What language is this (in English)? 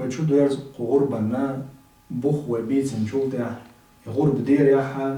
Chechen